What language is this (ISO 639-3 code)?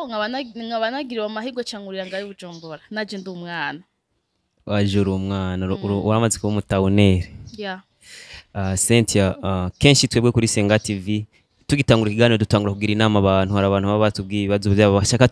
run